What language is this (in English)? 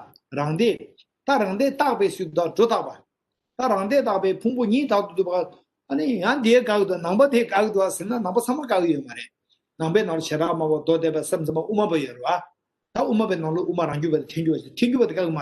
Tibetan